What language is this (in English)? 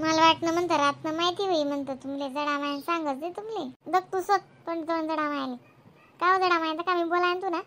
Khandesi